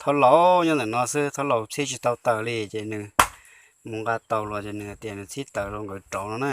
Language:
Hmong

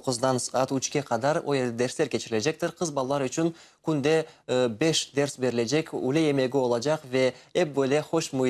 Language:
Crimean Tatar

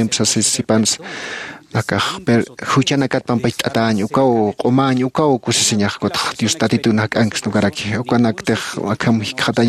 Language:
Aymara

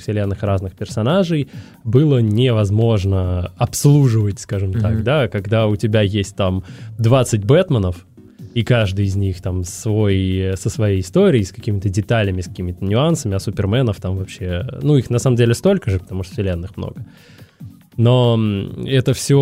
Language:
Russian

